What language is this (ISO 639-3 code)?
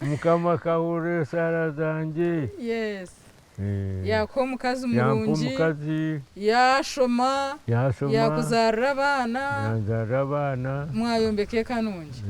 nyn